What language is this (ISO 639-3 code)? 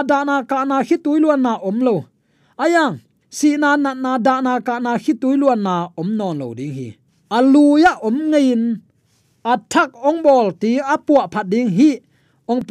ctd